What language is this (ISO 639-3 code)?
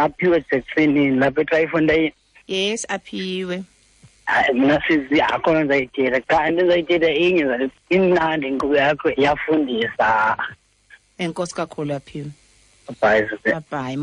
xho